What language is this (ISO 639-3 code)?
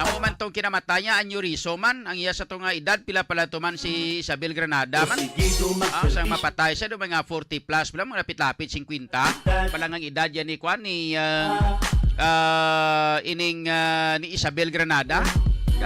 hil